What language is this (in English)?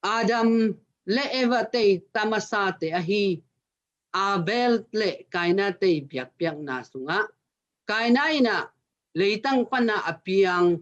Tedim Chin